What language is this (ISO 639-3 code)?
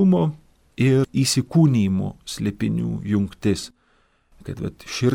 lit